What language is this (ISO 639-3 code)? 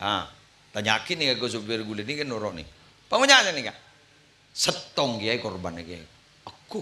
mad